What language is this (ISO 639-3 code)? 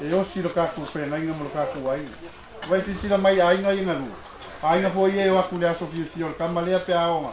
smo